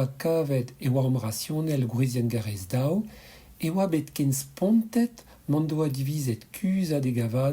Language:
Breton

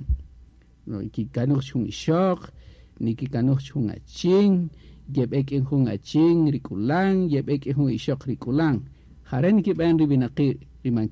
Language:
Kaqchikel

